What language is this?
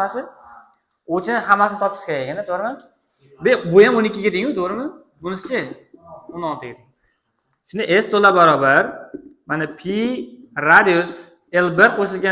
Uzbek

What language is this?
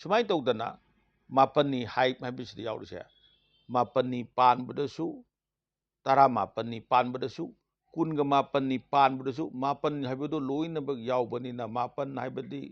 Manipuri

